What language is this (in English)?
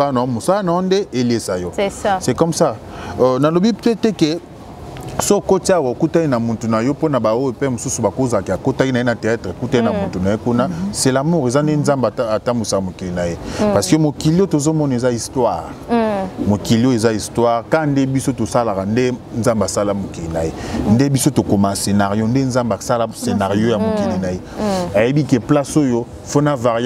Lingala